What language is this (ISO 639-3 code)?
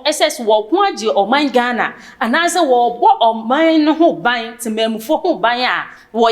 aka